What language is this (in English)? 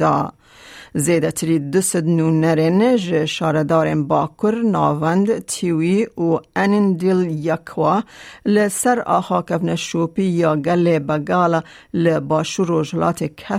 Kurdish